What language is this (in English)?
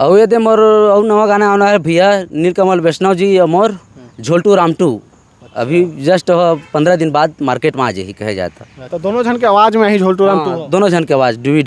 Chhattisgarhi